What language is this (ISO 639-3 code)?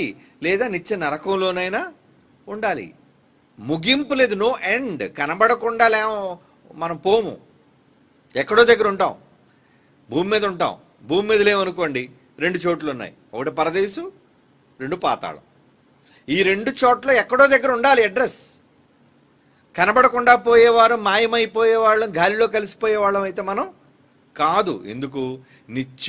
tel